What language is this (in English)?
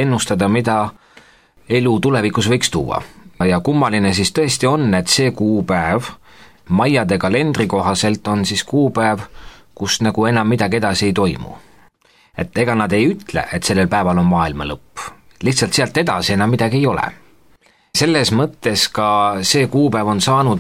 Estonian